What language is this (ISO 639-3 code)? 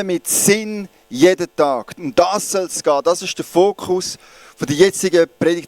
gsw